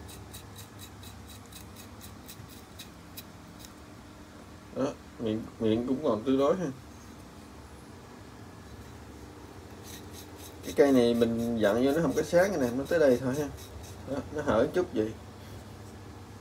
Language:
Vietnamese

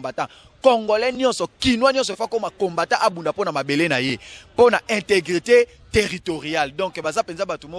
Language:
Lingala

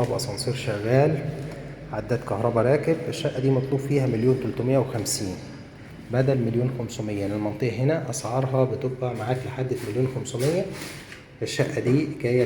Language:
Egyptian Arabic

